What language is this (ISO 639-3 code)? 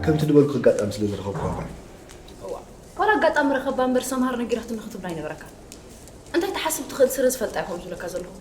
tir